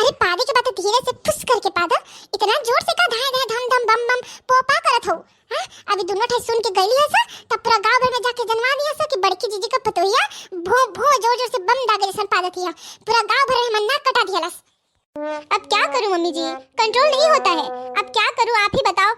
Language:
Bhojpuri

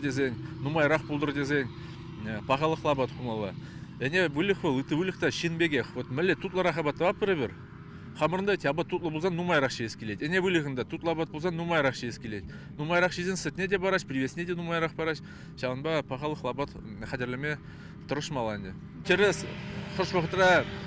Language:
Chuvash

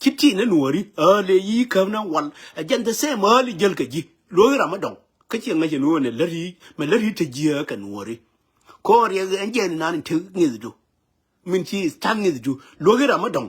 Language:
Nuer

